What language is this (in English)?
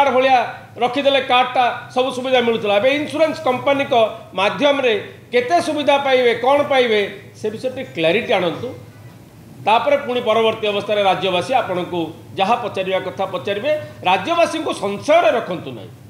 Odia